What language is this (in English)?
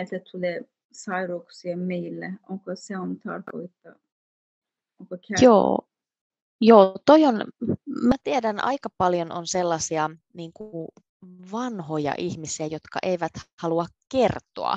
Finnish